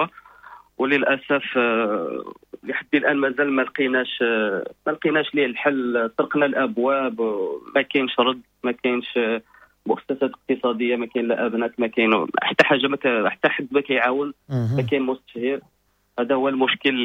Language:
Moroccan Arabic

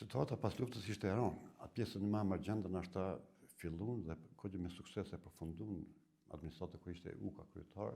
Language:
Albanian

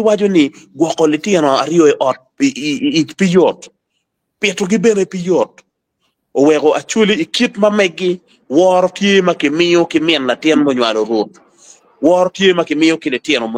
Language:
Acoli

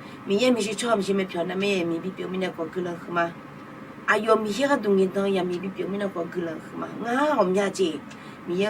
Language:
Akha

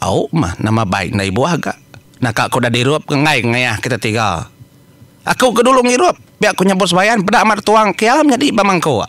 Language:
Iban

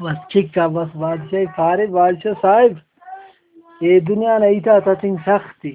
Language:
Brahui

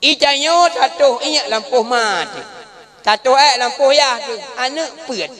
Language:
Achinese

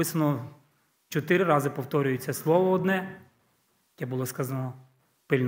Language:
Ukrainian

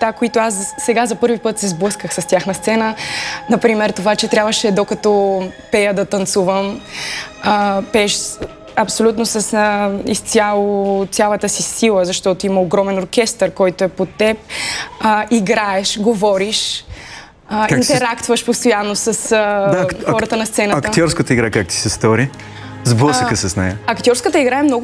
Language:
Bulgarian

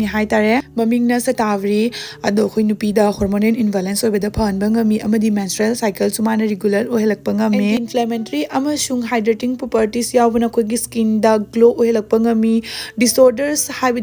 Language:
Manipuri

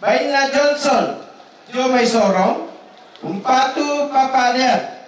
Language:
Toraja-Sa'dan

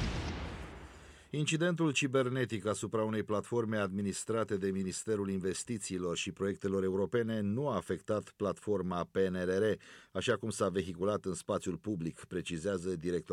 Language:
Romanian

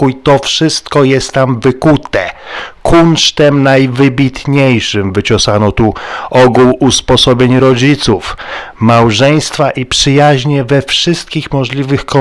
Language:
Polish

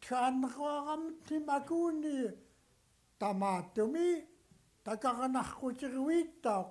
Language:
Central Yupik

